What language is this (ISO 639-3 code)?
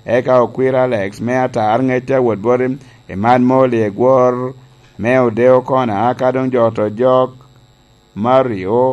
laj